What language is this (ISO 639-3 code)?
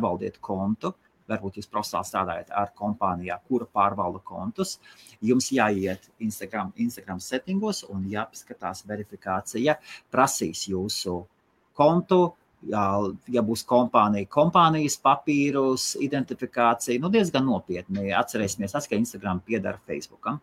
lav